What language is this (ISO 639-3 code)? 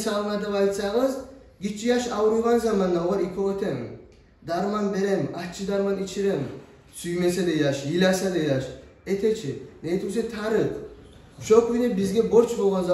kum